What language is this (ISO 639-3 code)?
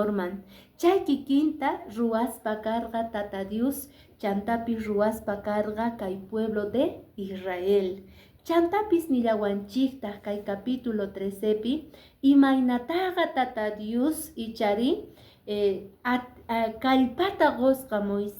que